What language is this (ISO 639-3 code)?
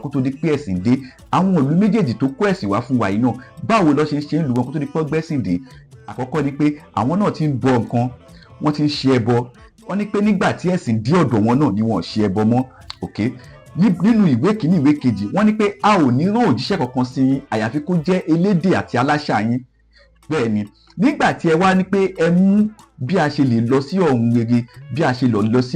yor